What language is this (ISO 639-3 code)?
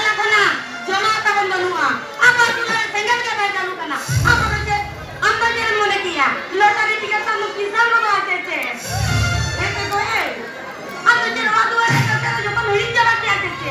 sat